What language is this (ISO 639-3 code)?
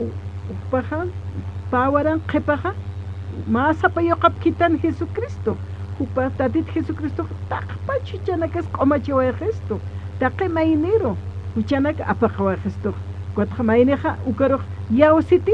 aym